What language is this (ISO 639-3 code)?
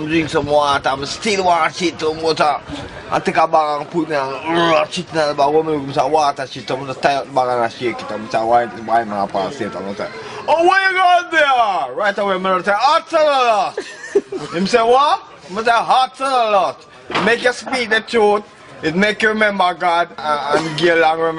jam